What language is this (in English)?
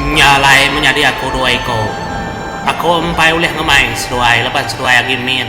Iban